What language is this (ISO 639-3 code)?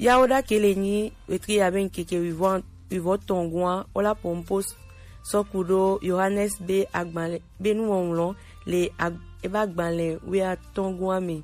gej